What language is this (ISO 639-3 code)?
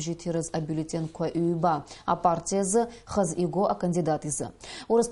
abk